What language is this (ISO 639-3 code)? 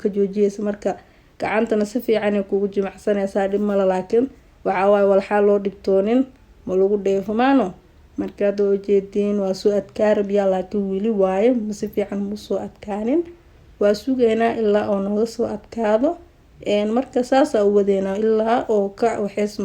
som